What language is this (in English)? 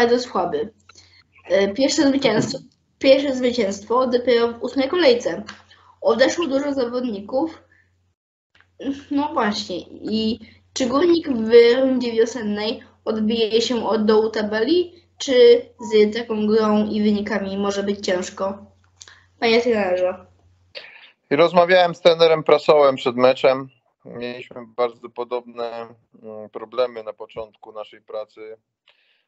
Polish